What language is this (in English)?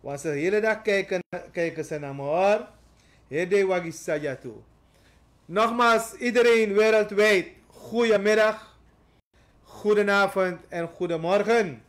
Sranan Tongo